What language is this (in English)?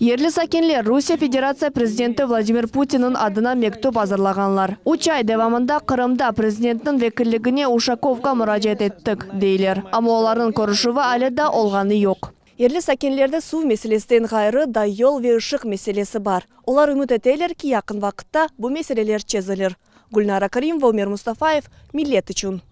Crimean Tatar